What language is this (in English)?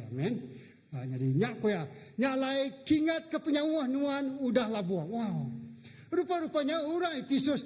Iban